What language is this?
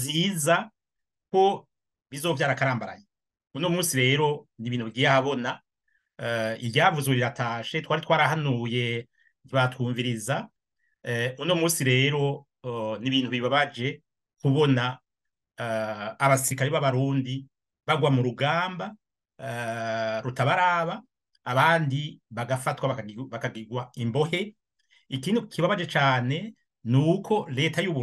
Rundi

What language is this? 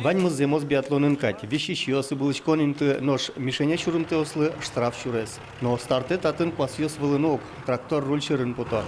Udmurt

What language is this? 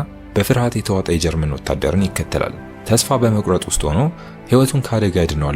Amharic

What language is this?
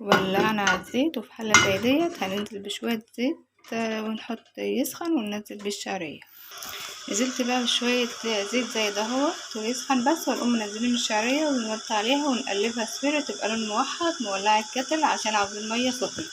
Egyptian Arabic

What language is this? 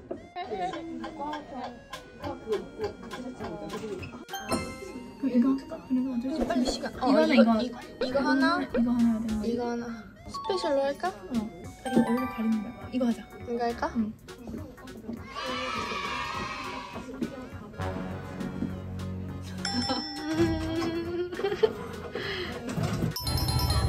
Korean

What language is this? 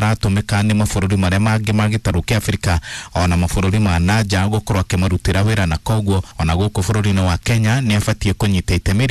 Kikuyu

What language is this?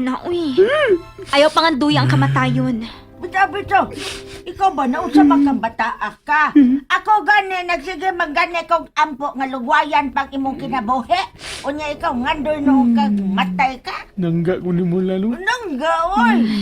Cebuano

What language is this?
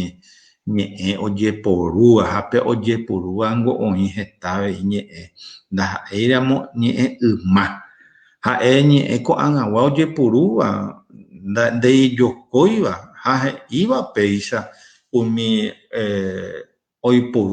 Guarani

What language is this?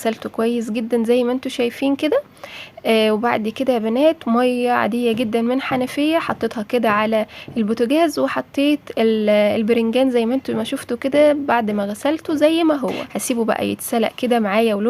Egyptian Arabic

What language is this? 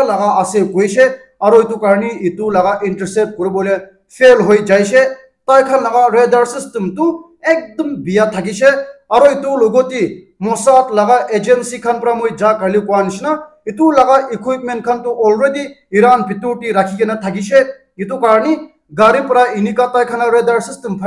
Naga Pidgin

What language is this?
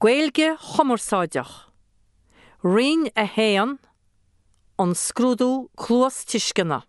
Irish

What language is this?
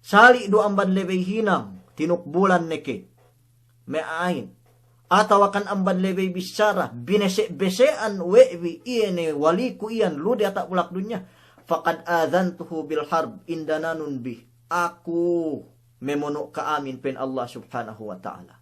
Yakan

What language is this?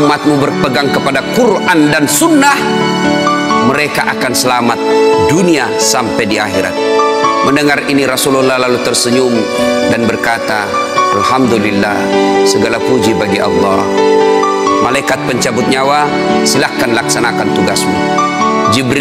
Indonesian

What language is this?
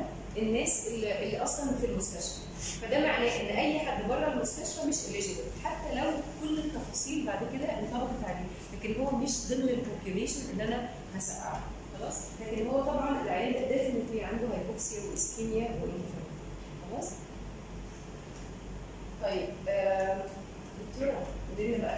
Egyptian Arabic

